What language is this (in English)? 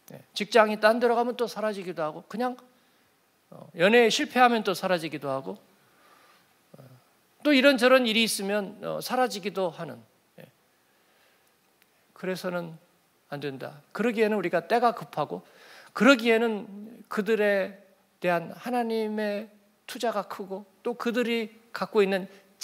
Korean